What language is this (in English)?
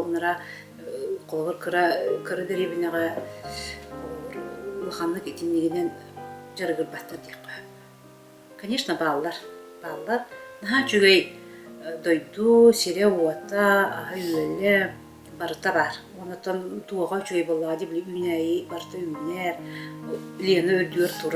Yakut